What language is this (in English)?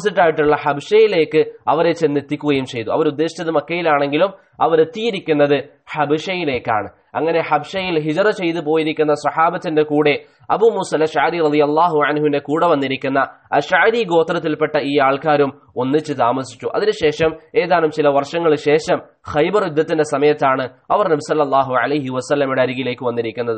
Malayalam